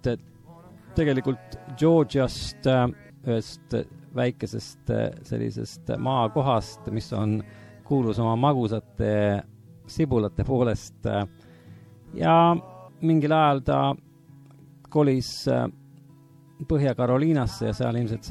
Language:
Estonian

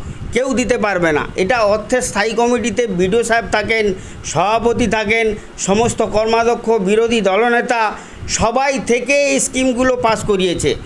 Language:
Bangla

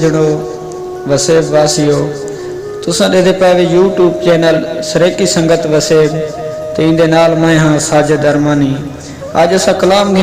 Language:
Saraiki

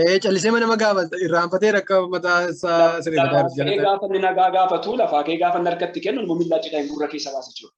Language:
Oromo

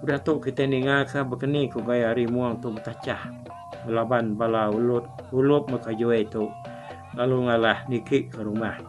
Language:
Iban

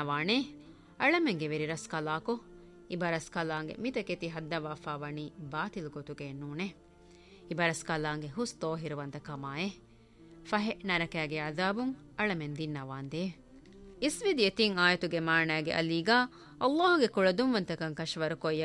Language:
Divehi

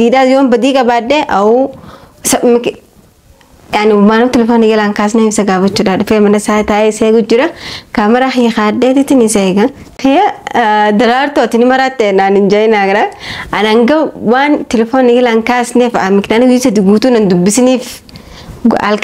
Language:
Oromo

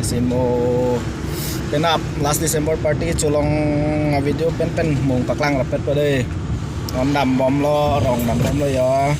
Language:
Karbi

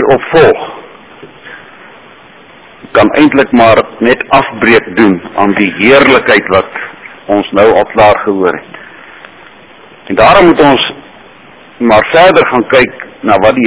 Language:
Afrikaans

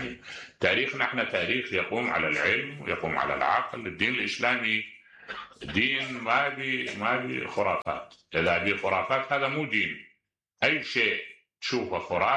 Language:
Mesopotamian Arabic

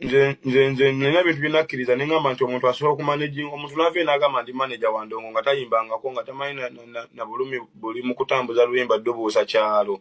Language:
Ganda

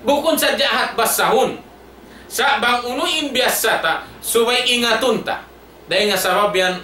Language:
Tausug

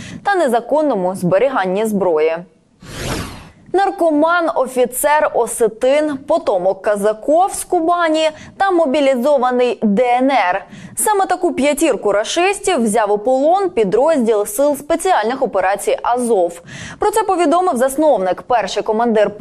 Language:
Ukrainian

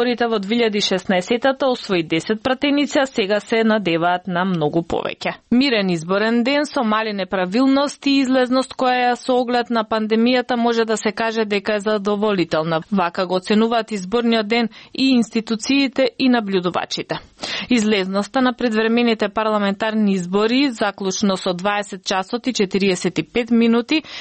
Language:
Macedonian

